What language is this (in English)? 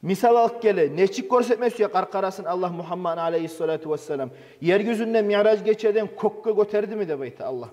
Kumyk